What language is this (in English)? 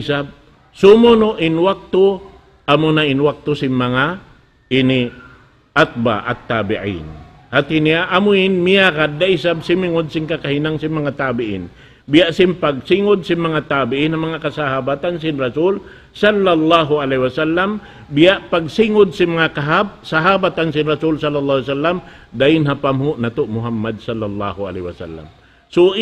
Tausug